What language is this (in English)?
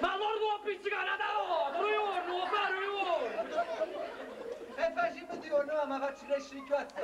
Neapolitan